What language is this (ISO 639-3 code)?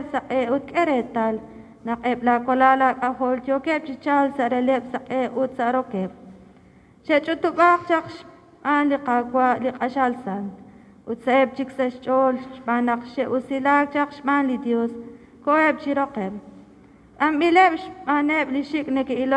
kek